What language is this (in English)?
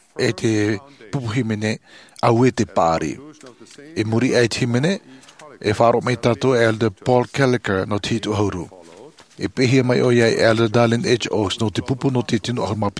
Tahitian